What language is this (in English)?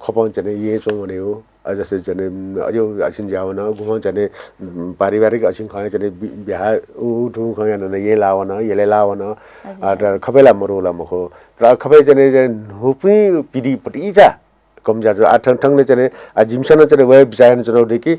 Newari